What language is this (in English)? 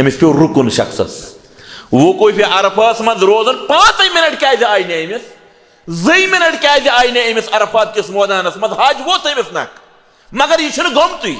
Kashmiri